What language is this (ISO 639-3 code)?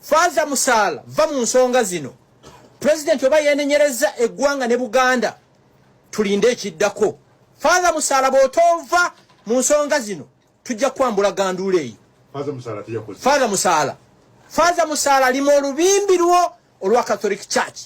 lug